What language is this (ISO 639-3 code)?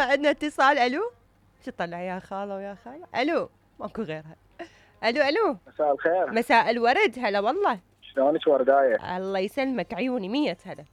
acm